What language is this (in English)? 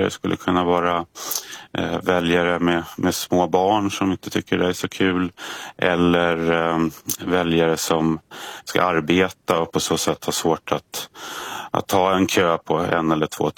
Swedish